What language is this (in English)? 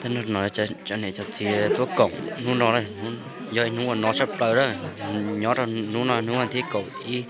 Hmong